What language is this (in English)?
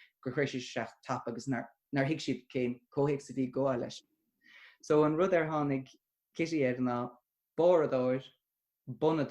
Irish